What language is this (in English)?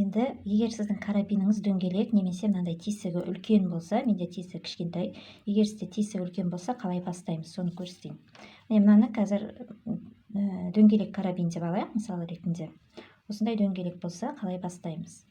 Kazakh